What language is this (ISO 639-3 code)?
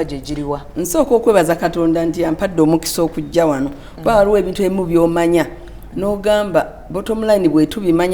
lug